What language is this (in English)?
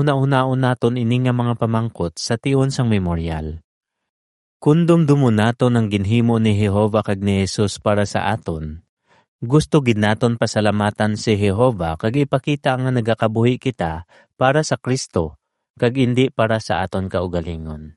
Hiligaynon